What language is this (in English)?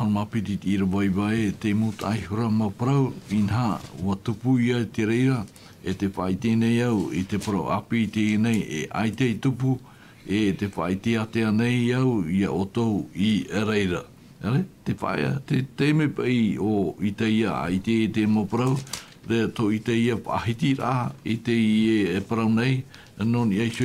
Tahitian